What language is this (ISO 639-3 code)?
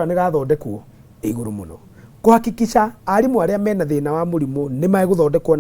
kik